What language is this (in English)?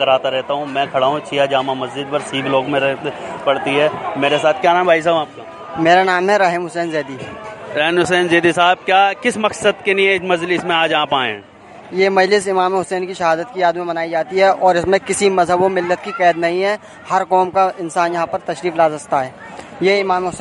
Hindi